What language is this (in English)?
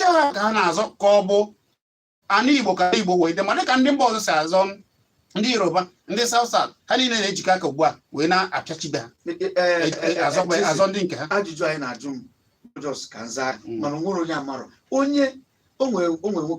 Igbo